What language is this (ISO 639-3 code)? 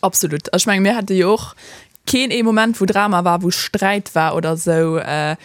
ltz